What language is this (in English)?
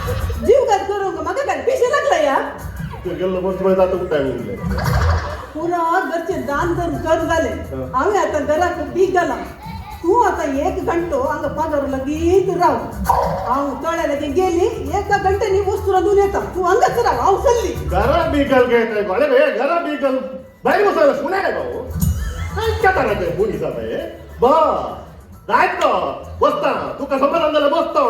Konkani